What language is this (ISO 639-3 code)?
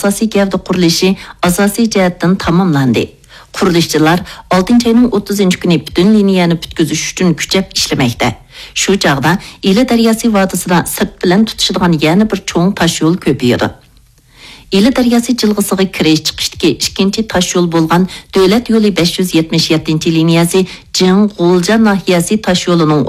uig